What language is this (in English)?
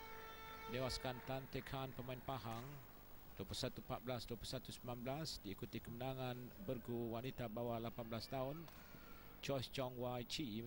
Malay